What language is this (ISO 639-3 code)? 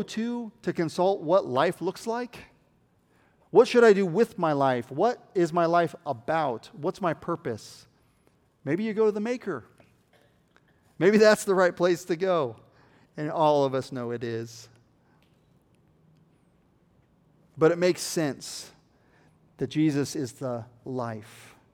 eng